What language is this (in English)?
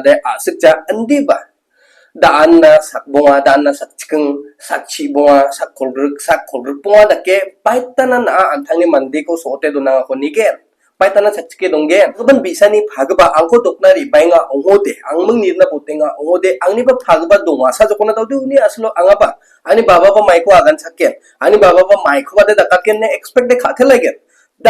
Garo